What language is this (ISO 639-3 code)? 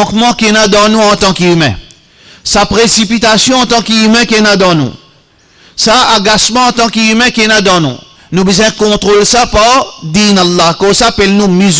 mfe